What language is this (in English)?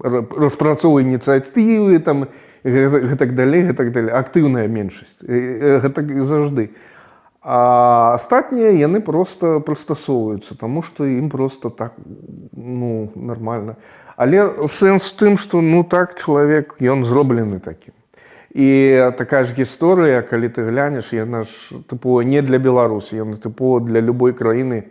Belarusian